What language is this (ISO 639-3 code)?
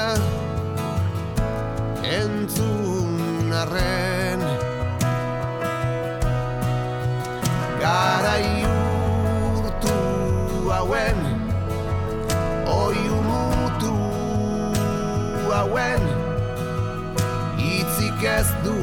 eus